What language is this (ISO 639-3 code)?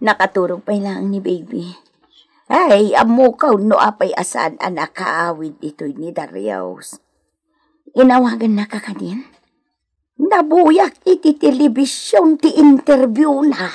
ilo